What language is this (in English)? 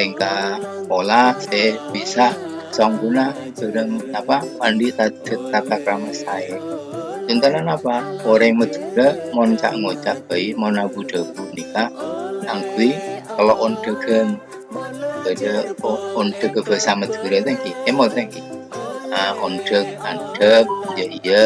Madurese